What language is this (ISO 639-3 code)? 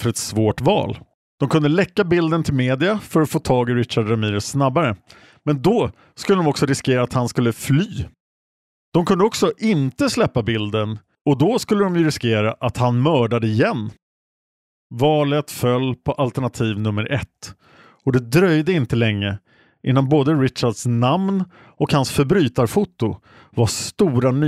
swe